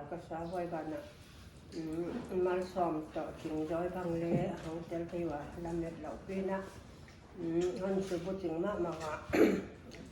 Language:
Paite Chin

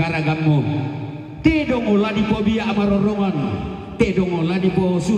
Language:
Toraja-Sa'dan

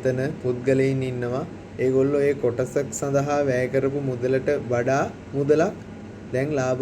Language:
Sinhala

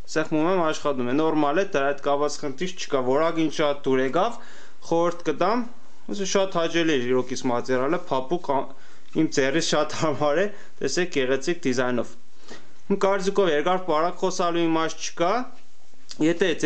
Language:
Armenian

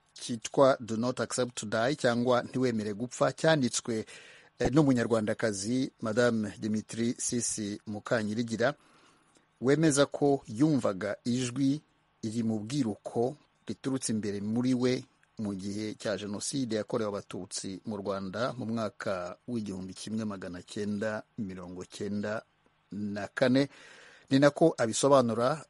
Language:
Kinyarwanda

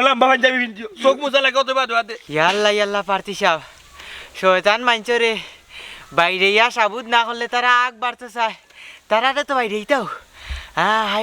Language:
Sylheti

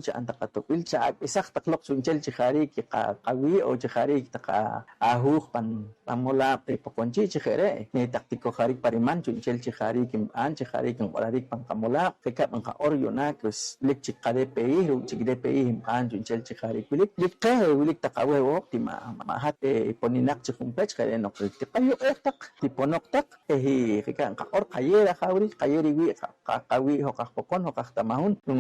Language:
Poqomchi'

